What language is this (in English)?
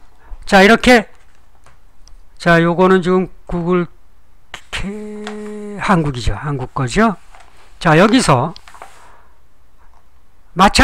Korean